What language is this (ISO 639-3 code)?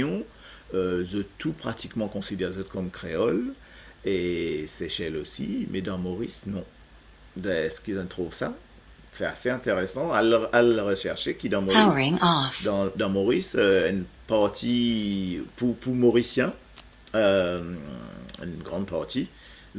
mfe